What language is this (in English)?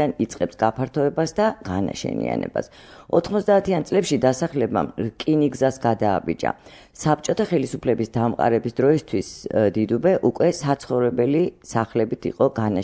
Georgian